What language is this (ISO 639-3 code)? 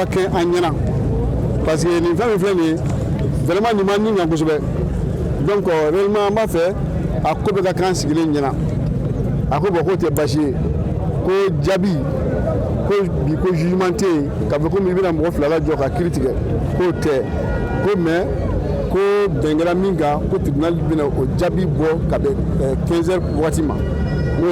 bam